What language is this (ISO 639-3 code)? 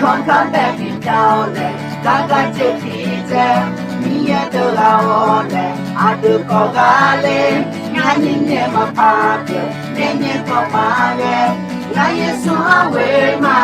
ahk